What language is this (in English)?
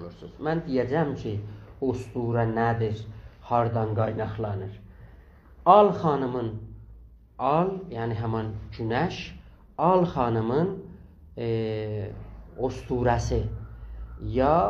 South Azerbaijani